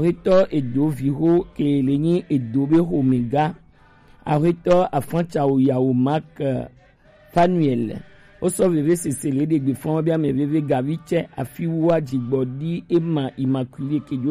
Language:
Gen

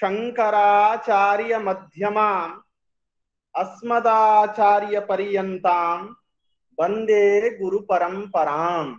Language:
Sanskrit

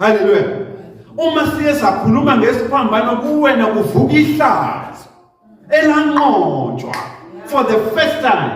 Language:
Zulu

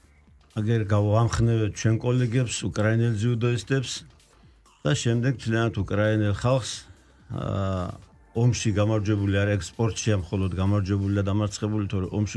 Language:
Georgian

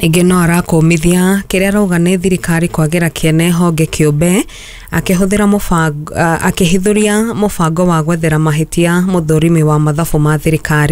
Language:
Kikuyu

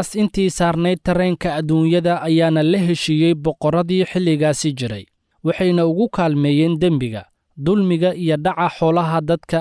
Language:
Somali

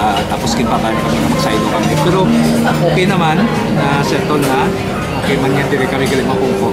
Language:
Hiligaynon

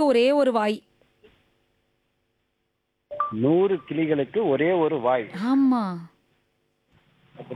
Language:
Tamil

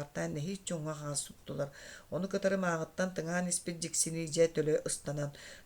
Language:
Yakut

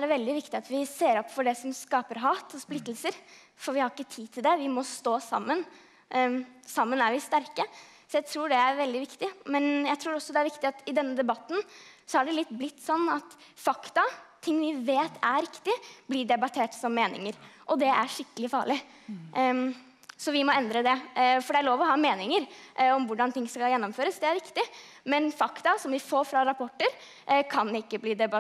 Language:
Norwegian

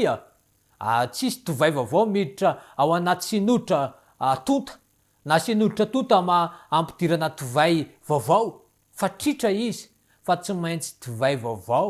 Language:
Malagasy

